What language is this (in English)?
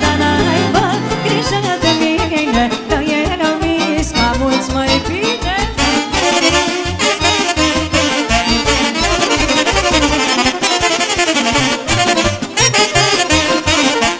Romanian